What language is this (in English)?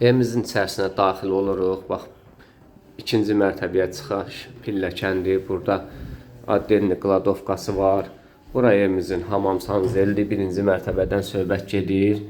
Azerbaijani